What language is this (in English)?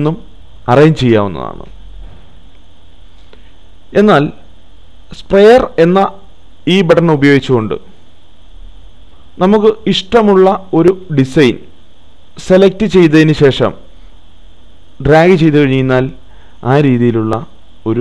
Malayalam